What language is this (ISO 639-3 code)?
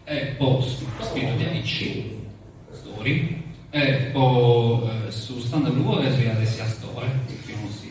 srd